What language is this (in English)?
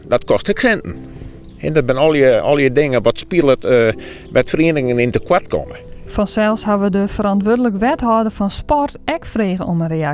Western Frisian